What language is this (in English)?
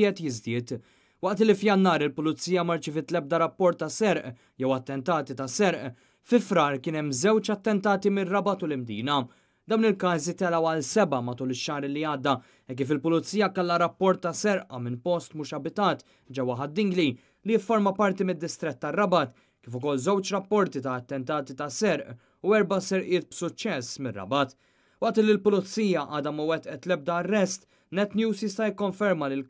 Maltese